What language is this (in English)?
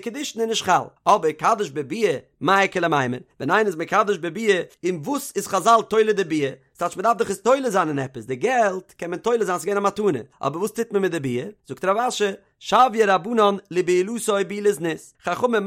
Yiddish